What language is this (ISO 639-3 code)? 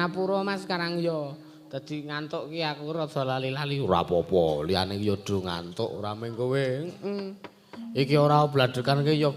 jav